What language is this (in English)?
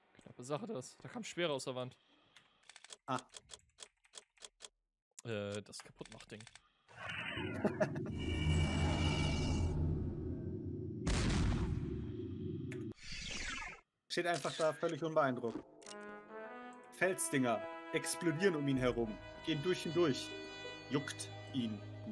German